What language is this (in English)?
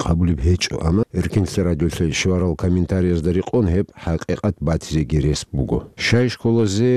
Avaric